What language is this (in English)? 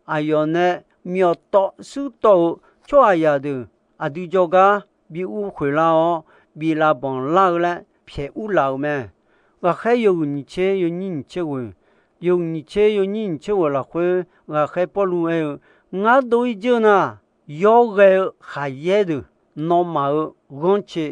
Akha